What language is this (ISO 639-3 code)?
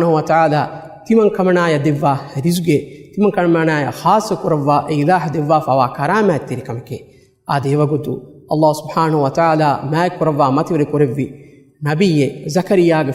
div